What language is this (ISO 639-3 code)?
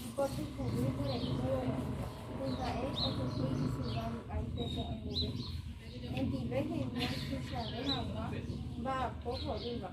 grn